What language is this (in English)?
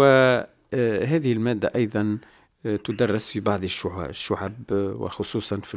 Tunisian Arabic